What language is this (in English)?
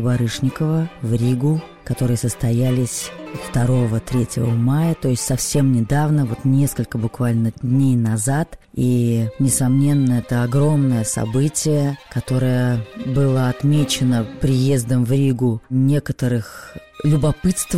Russian